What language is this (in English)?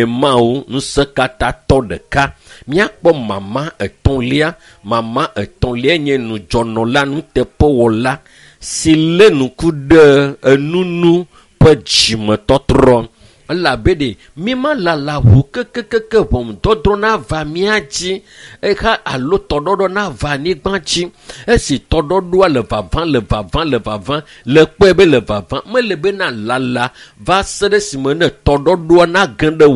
Ewe